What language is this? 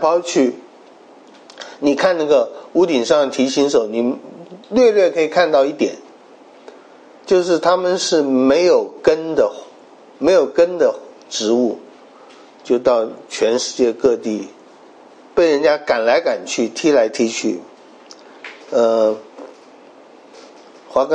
Chinese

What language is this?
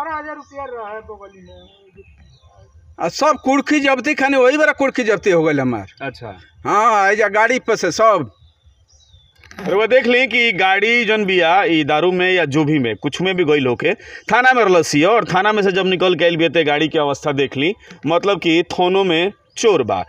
Bhojpuri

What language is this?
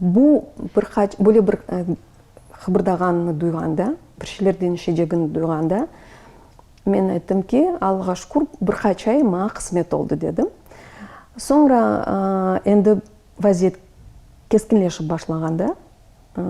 Crimean Tatar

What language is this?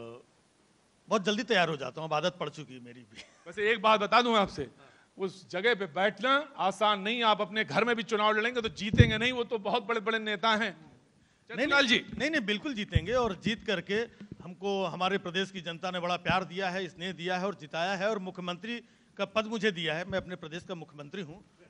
Hindi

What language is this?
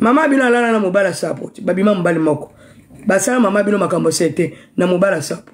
Lingala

